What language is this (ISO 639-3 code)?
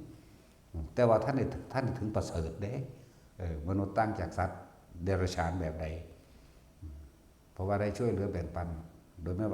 tts